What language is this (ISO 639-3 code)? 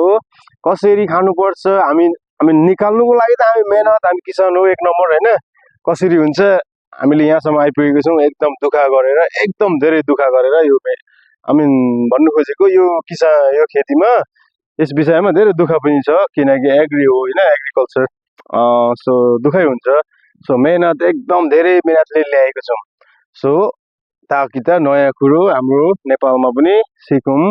nep